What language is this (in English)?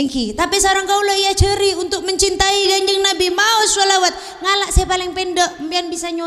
Madurese